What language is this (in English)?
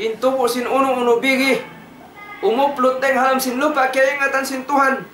Tausug